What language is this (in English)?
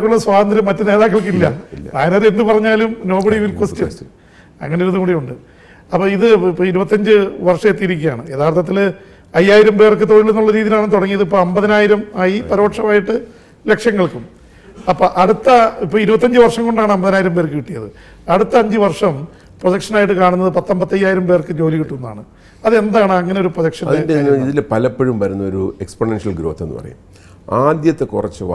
Malayalam